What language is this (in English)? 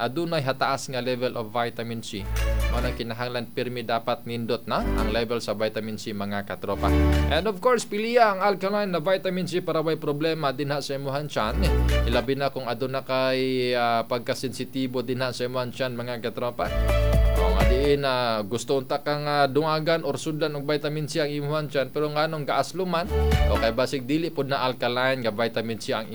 Cebuano